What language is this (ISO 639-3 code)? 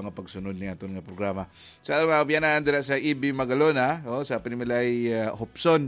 hil